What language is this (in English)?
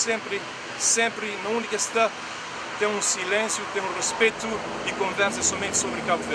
Kabuverdianu